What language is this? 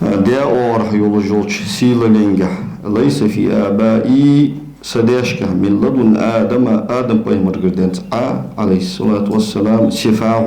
Ingush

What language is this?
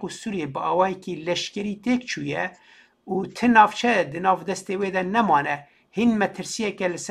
Kurdish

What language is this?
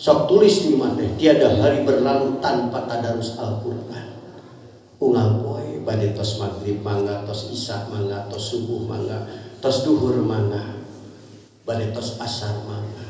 Sundanese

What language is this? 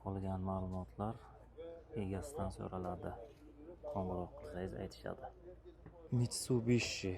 Uzbek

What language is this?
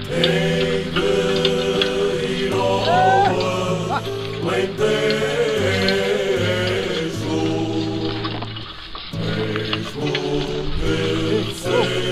Portuguese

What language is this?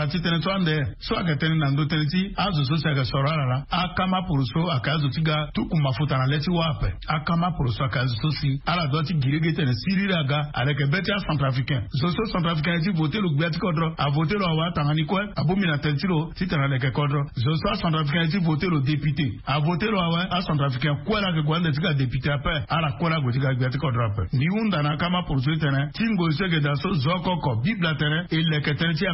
Sango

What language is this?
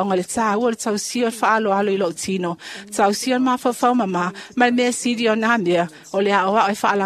Samoan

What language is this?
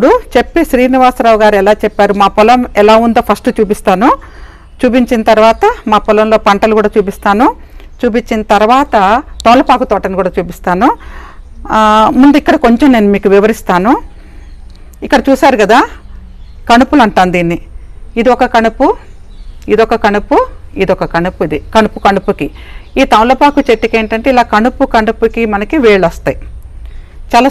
Telugu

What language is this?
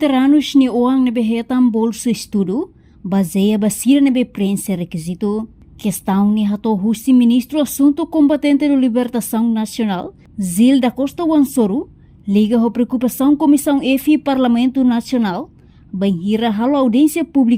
Tetum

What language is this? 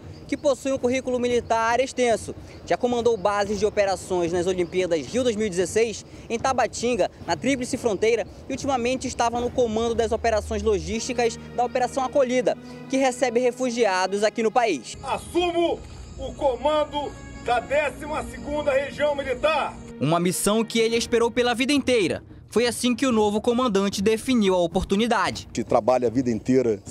Portuguese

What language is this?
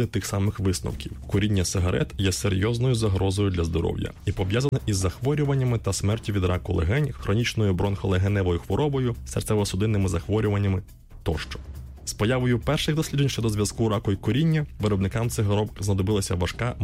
Ukrainian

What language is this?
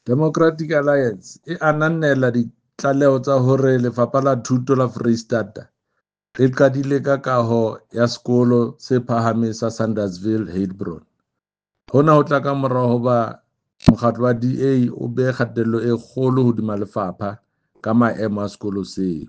Southern Sotho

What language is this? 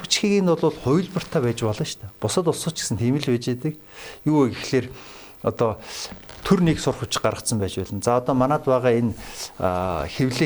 Mongolian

